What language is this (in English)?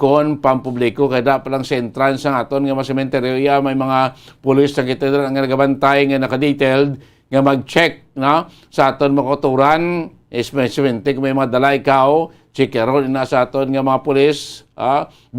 Hiligaynon